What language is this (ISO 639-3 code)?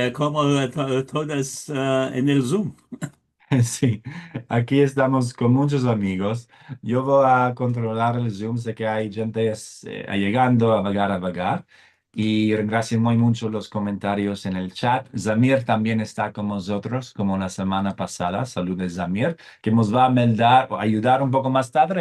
lad